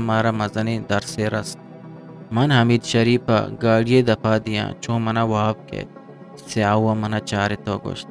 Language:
Eastern Balochi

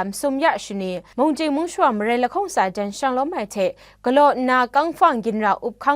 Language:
Kachin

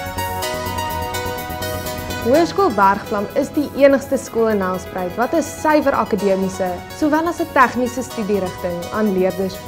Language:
Afrikaans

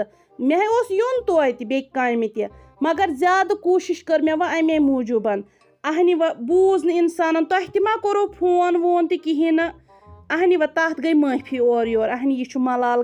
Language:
Kashmiri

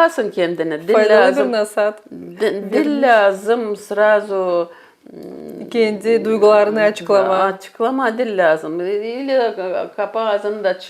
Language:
Gagauz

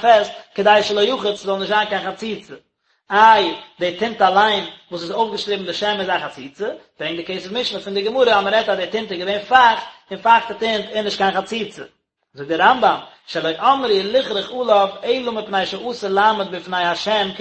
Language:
Yiddish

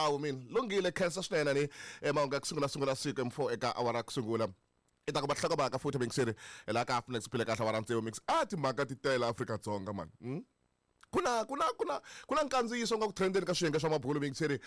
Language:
Tsonga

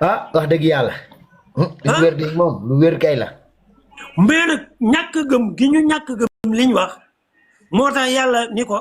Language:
Wolof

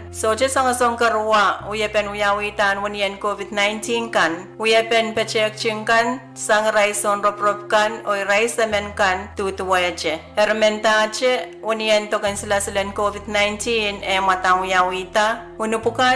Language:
Pohnpeian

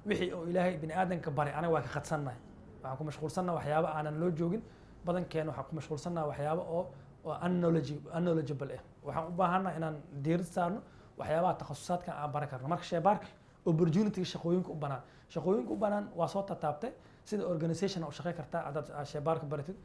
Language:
Somali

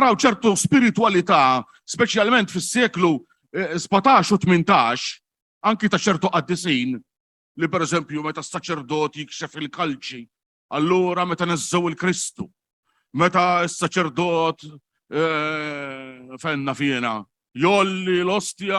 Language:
Maltese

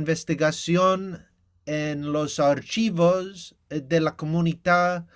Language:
Ladino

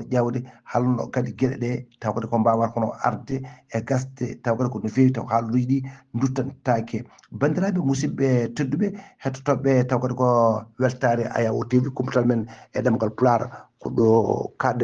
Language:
Fula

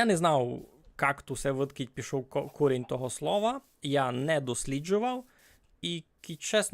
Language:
Rusyn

